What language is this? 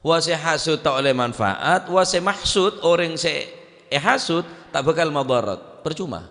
Madurese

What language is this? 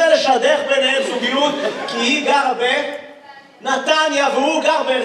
Hebrew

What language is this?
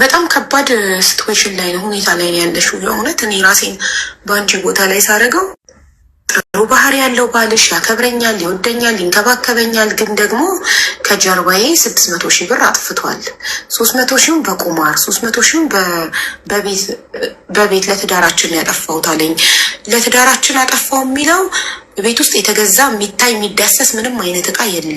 Amharic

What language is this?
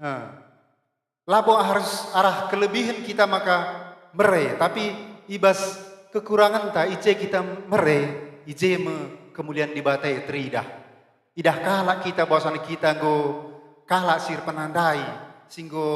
Batak Karo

